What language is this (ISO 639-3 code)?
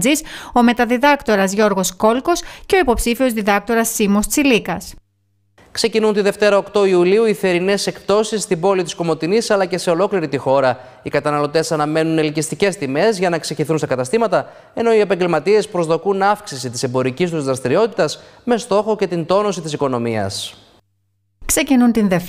ell